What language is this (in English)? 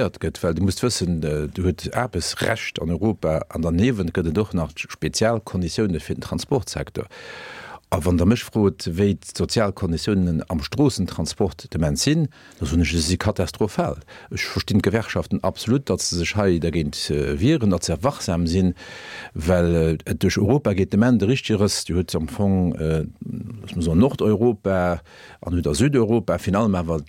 Luxembourgish